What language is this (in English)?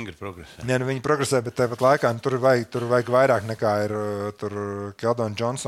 Latvian